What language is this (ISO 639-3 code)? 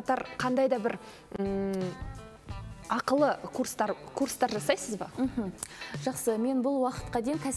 kaz